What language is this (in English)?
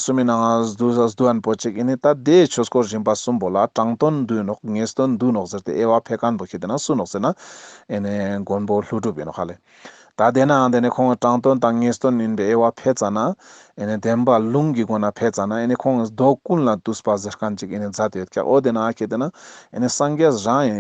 Ladakhi